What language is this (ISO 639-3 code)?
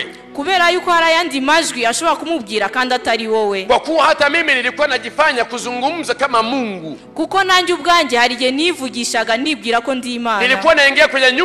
kin